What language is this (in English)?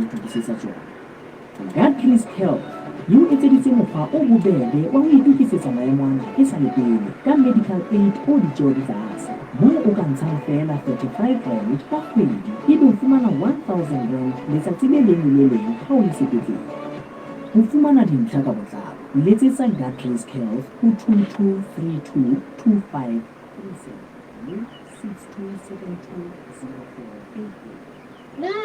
Southern Sotho